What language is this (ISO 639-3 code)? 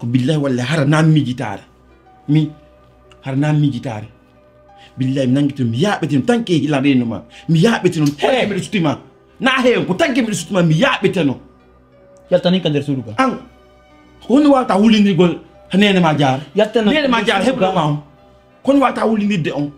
fuf